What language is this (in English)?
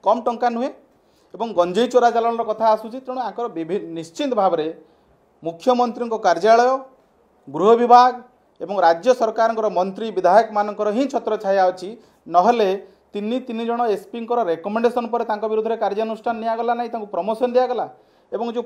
Odia